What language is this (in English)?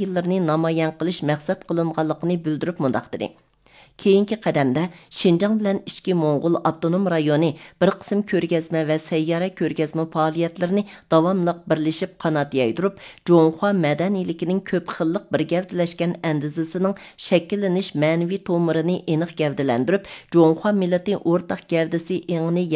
Uyghur